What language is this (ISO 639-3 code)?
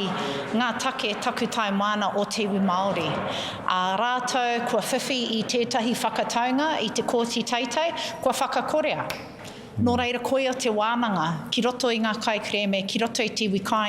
mri